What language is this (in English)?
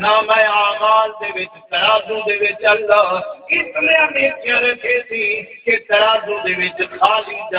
Saraiki